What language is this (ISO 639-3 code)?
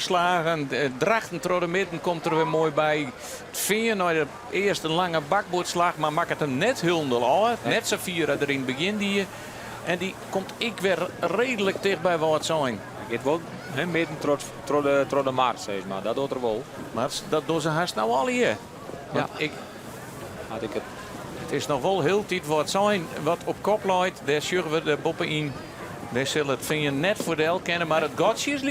fry